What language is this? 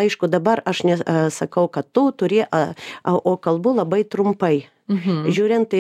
Lithuanian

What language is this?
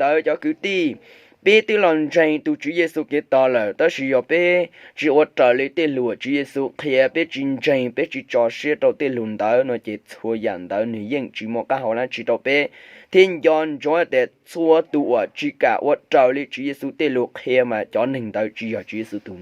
Hmong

